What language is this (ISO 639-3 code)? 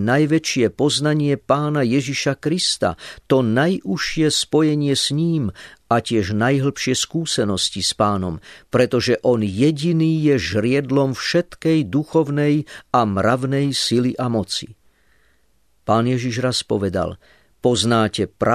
slk